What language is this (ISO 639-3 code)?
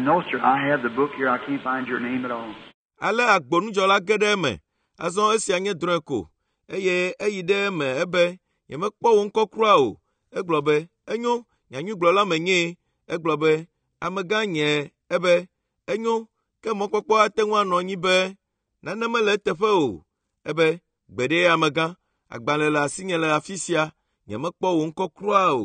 ewe